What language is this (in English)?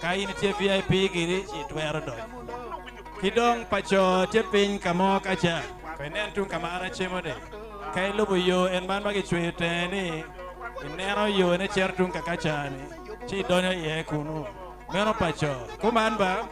Acoli